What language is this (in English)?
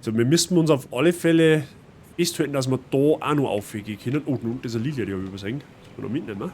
Bavarian